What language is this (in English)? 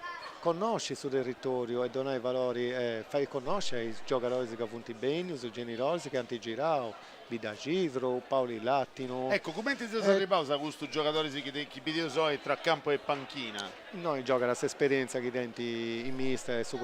Sardinian